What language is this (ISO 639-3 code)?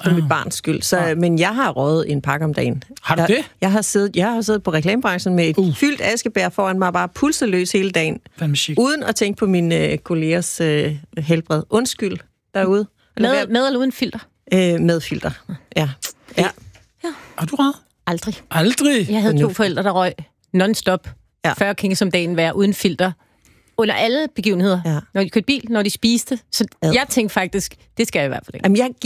dan